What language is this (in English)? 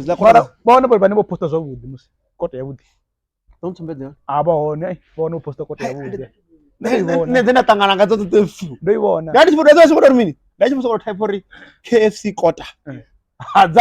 Venda